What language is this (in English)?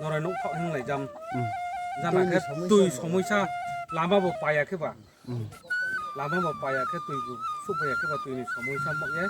Riang (India)